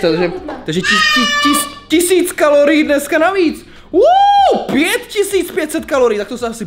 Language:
Czech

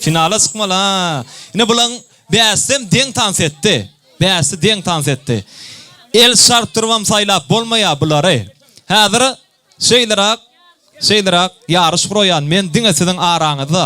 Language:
Turkmen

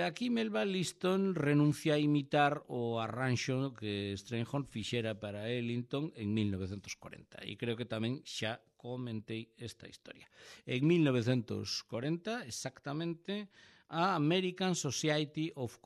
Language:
Galician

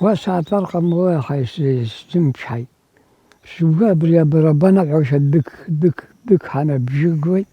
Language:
Abkhazian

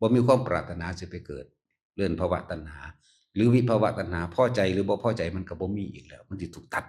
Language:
Northeastern Thai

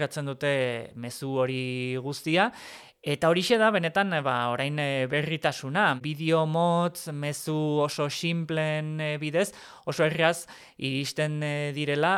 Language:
Basque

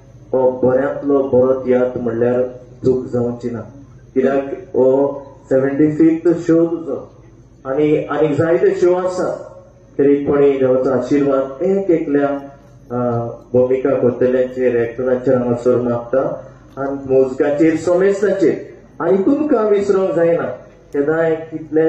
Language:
Konkani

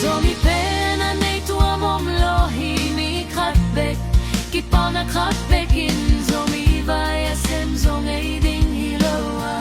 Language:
Tedim Chin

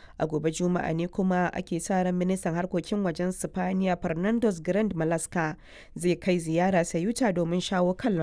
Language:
Hausa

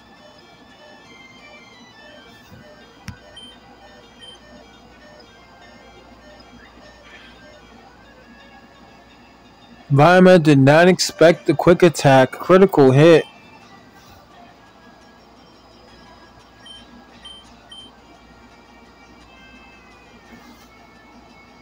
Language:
English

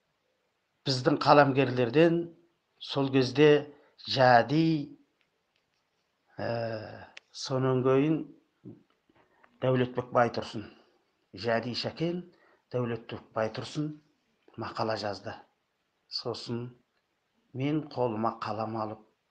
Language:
Kazakh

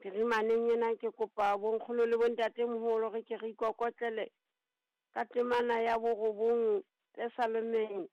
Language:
Southern Sotho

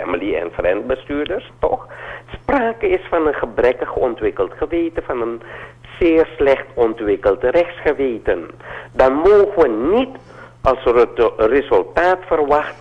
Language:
Dutch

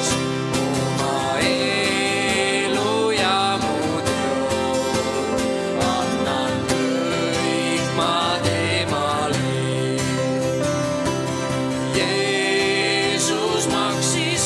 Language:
Estonian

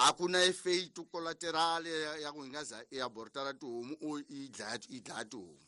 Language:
Tsonga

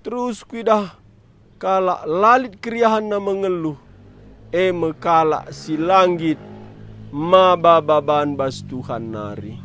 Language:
Batak Karo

